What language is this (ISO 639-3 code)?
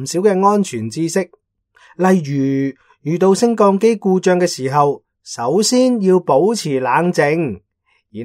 yue